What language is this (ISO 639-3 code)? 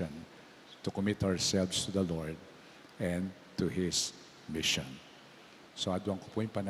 pam